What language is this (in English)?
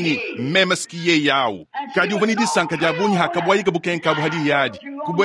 Luba-Lulua